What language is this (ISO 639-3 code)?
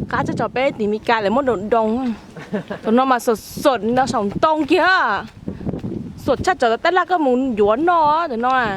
hmn